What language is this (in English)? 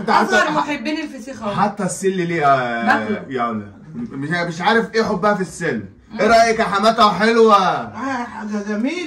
Egyptian Arabic